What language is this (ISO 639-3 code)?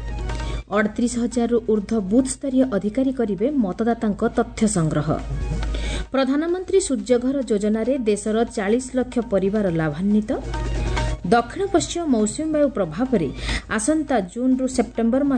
ori